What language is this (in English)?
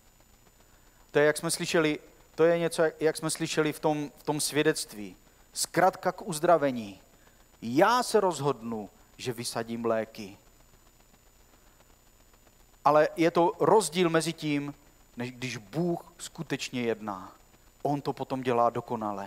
Czech